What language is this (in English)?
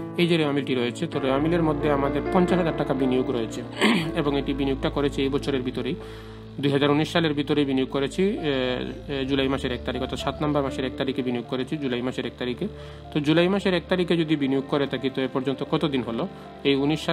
Bangla